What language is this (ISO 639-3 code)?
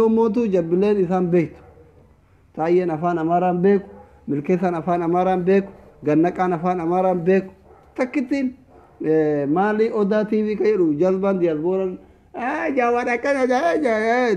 orm